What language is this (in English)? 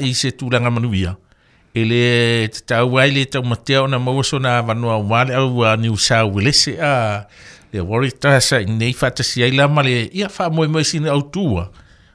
Samoan